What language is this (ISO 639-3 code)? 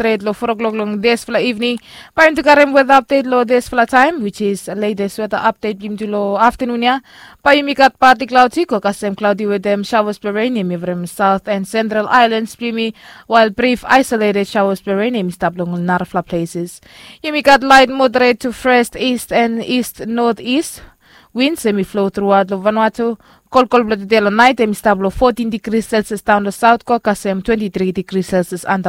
bis